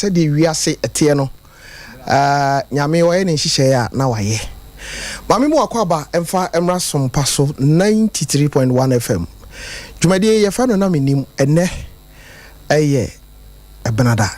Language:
Akan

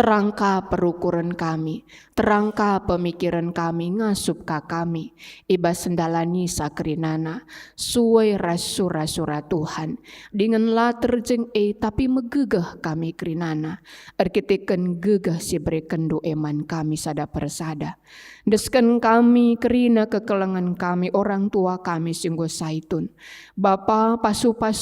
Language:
Batak Karo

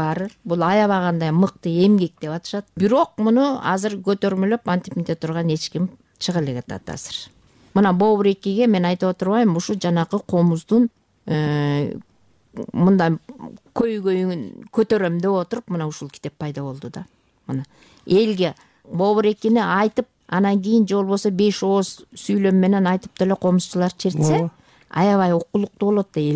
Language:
Kyrgyz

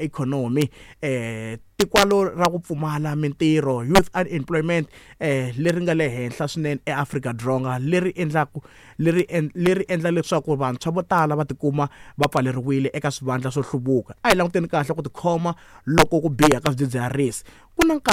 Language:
Tsonga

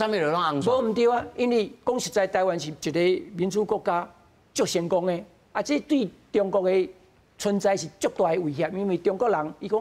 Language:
Min Nan Chinese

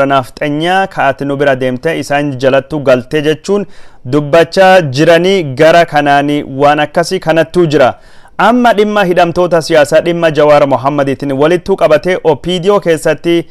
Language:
Oromo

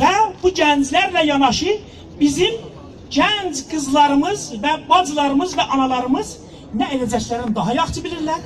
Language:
South Azerbaijani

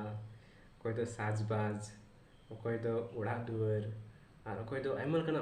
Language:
Santali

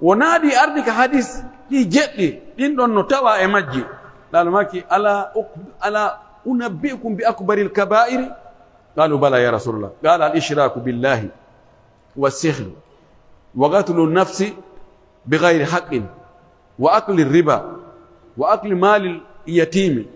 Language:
Pular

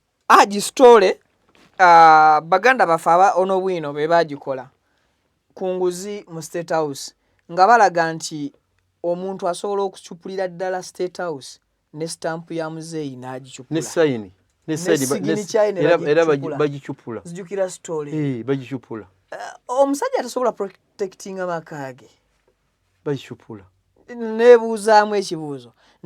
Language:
Ganda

